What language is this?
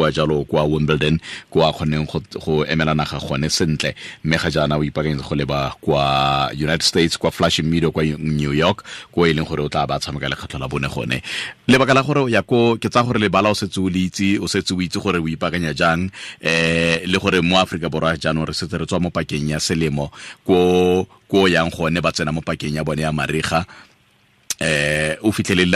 Tswana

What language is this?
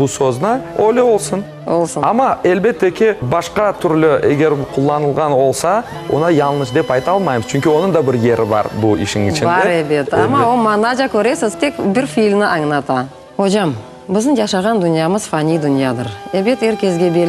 Crimean Tatar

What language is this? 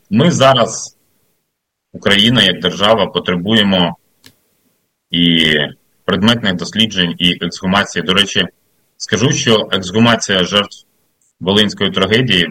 Ukrainian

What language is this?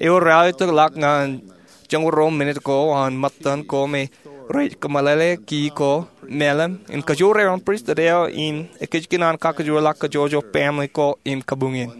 Marshallese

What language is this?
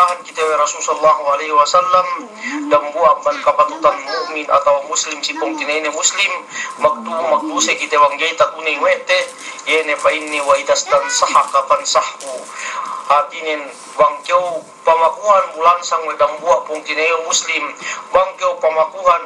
Yakan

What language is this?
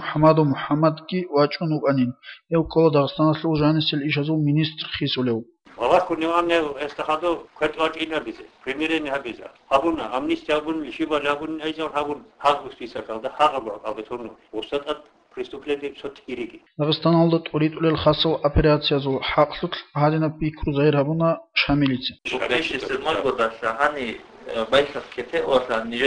Avaric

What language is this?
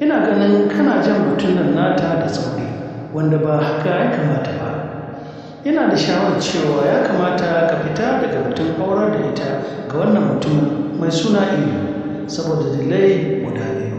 Hausa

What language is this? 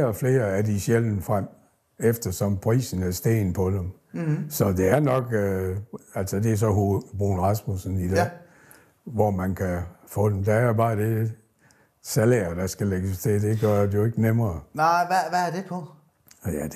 Danish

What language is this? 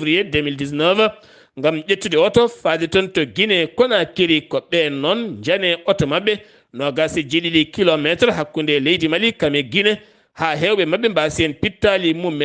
Fula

